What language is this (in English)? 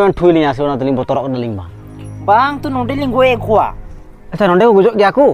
Santali